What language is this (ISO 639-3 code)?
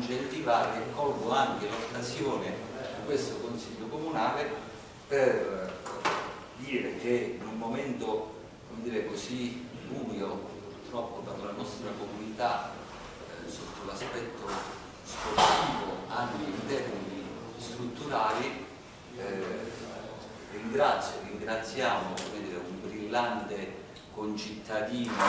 ita